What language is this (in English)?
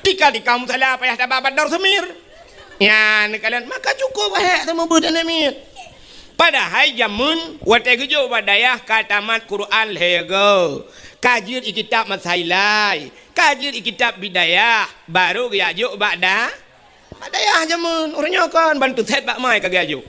Achinese